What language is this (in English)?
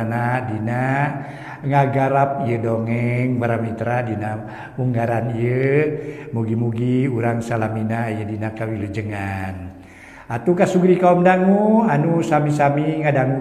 Sundanese